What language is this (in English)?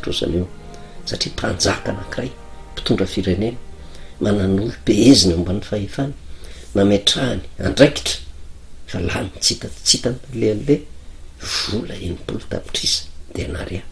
Malagasy